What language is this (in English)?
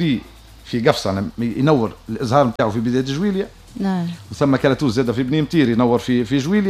Tunisian Arabic